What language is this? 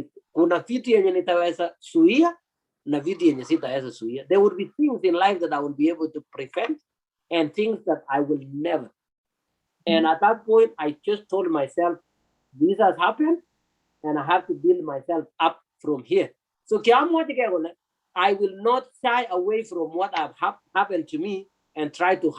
Kalenjin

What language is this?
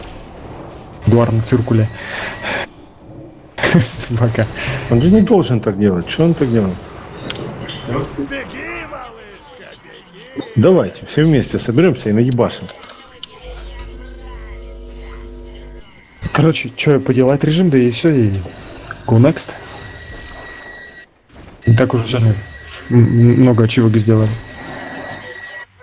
Russian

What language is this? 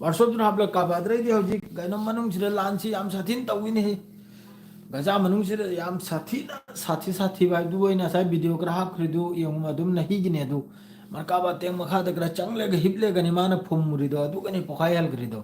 Manipuri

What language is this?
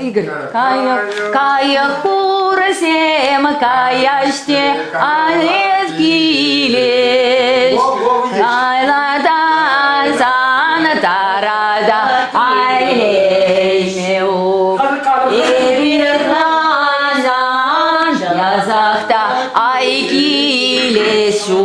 Chuvash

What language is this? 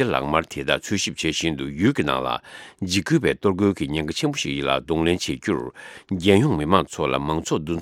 Tibetan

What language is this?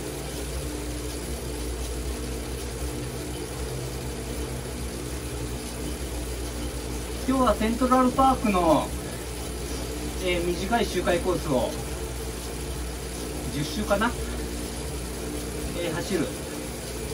Japanese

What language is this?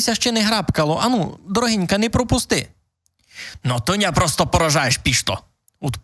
Rusyn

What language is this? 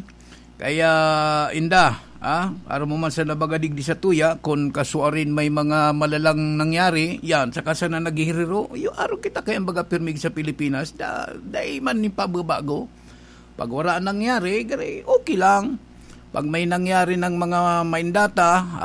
Bikol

